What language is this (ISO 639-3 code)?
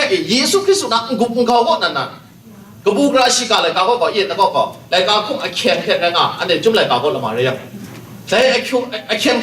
kac